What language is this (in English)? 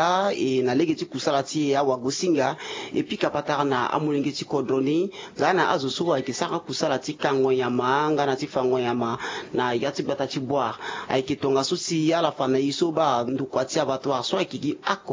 Sango